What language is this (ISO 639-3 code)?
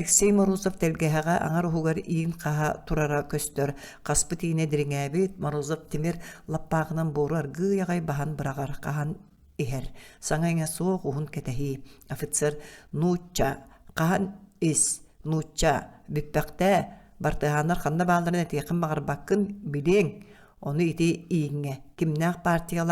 sah